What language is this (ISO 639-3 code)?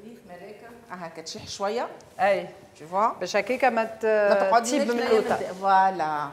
aeb